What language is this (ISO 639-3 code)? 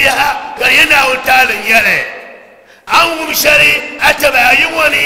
dag